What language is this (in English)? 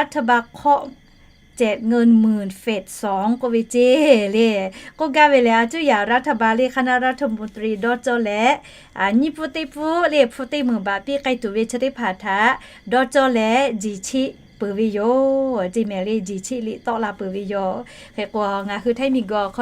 Lahu